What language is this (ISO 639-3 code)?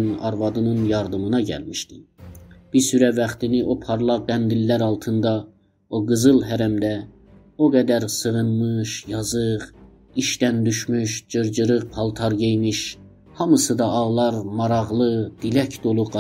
azb